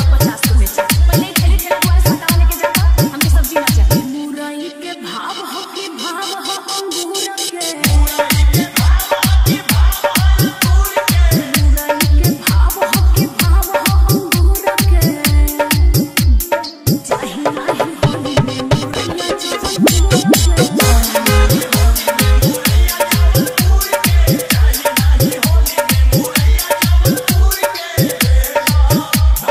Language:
Bhojpuri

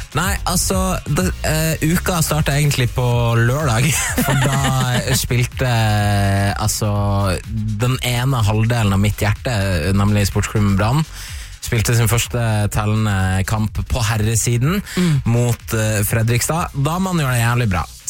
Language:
Norwegian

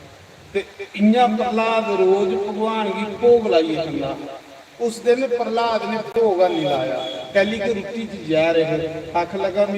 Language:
Dogri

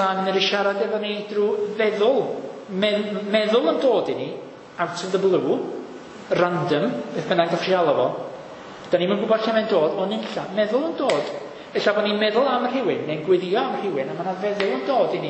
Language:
Welsh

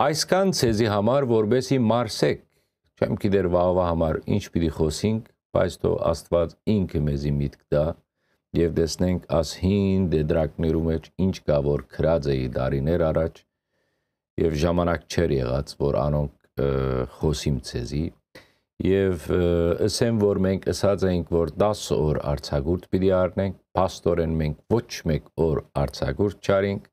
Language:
Western Armenian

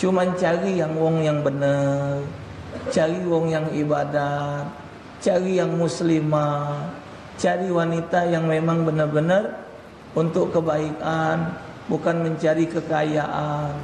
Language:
Musi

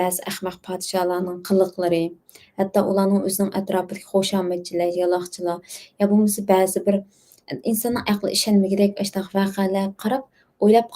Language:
Uyghur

